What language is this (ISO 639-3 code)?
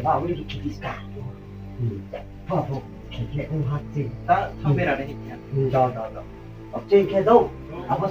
ria